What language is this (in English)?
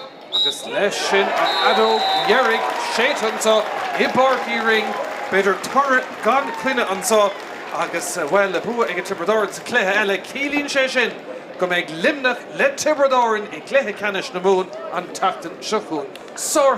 Irish